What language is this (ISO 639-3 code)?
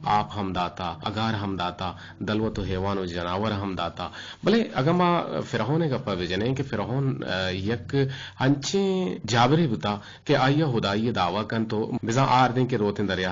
bgp